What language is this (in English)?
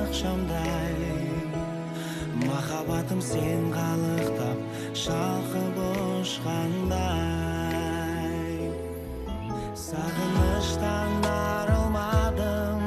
Kazakh